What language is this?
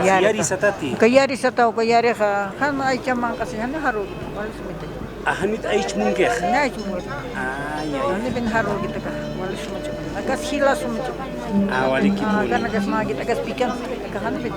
Aymara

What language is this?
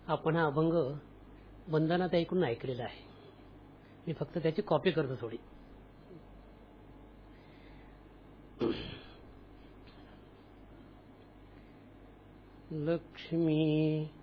Marathi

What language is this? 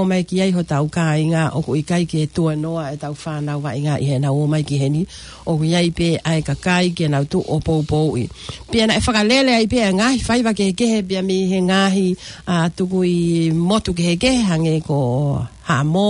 Tongan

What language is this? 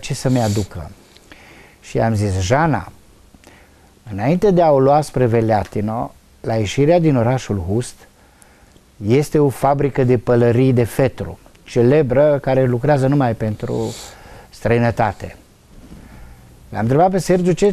Romanian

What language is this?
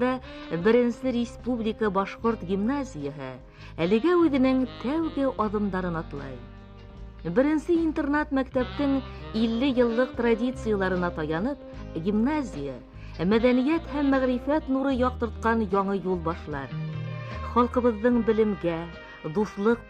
Bashkir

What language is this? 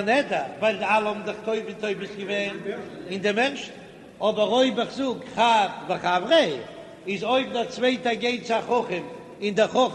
Yiddish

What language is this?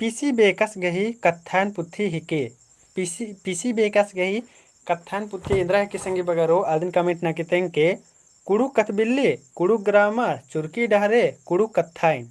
Kurukh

